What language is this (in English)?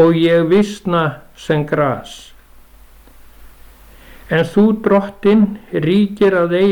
Icelandic